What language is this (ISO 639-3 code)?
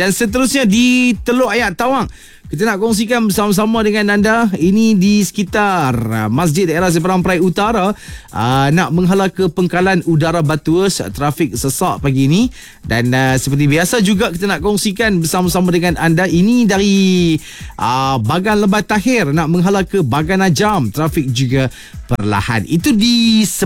msa